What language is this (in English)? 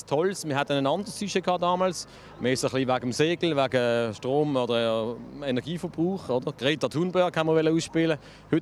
Swiss German